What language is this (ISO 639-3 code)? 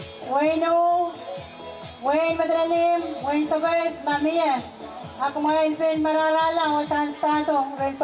pon